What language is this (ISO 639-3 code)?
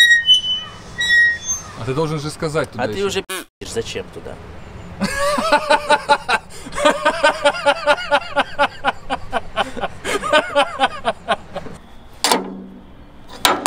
rus